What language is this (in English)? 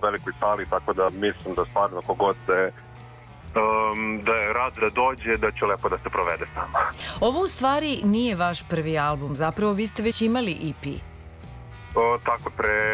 Serbian